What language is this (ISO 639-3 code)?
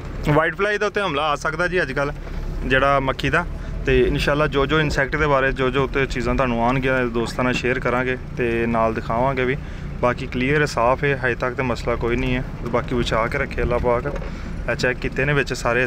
pan